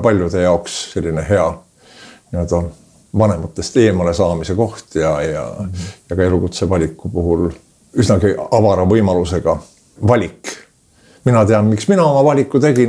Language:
Estonian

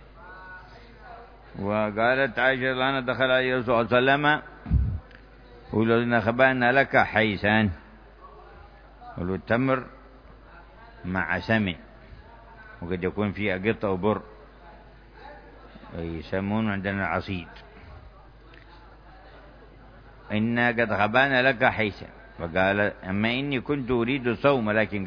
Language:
Arabic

